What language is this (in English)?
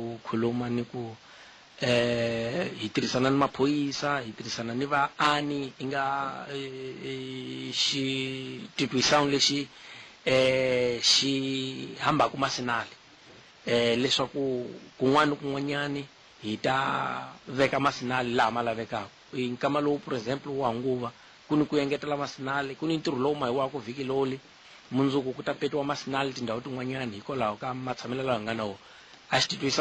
Tsonga